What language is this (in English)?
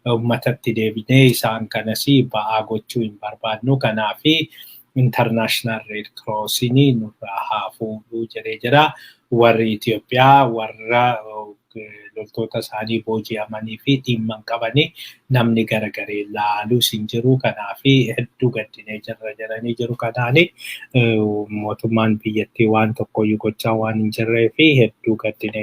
Oromo